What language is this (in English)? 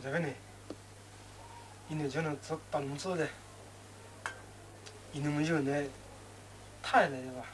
Poumei Naga